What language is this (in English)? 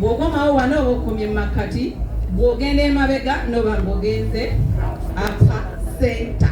Ganda